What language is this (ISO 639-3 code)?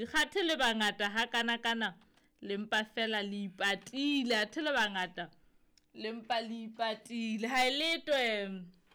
sot